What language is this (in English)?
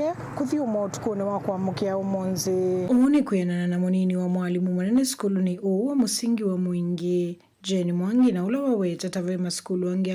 Kamba